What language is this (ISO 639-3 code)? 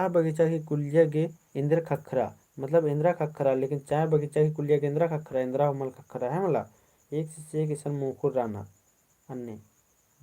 kru